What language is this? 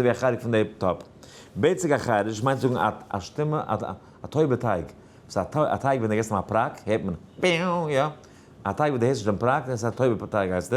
Yiddish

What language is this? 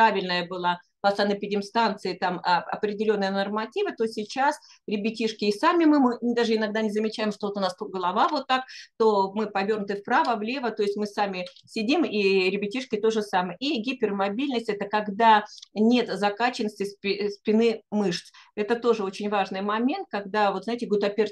Russian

